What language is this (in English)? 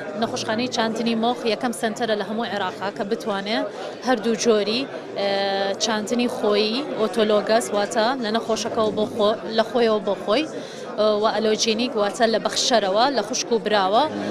Central Kurdish